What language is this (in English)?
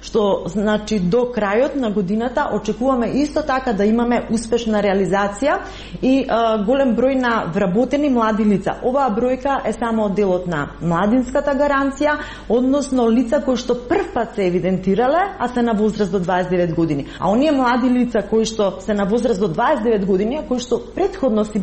Macedonian